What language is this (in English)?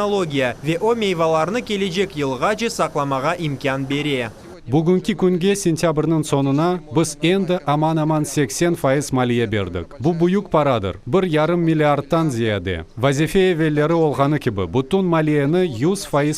Crimean Tatar